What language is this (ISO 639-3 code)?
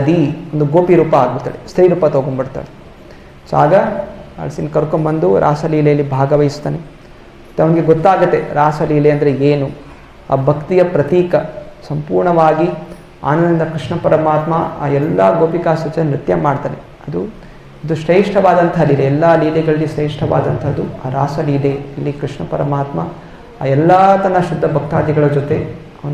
kan